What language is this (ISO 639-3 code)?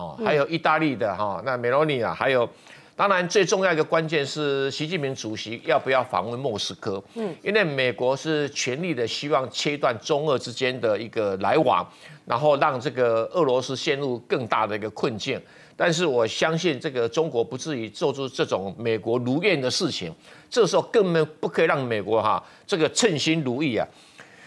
zho